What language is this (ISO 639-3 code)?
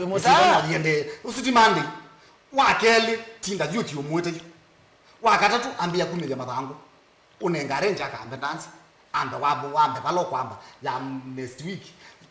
kam